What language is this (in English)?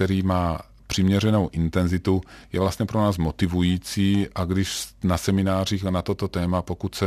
Czech